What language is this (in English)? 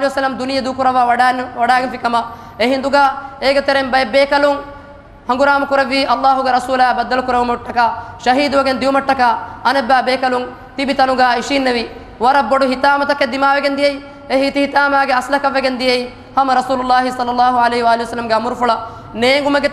Divehi